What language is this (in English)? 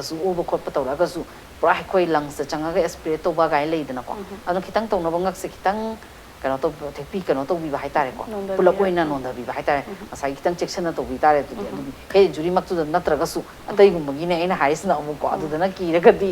Manipuri